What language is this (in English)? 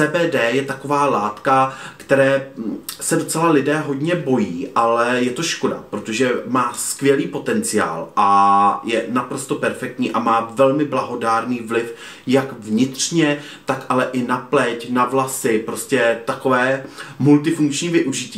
Czech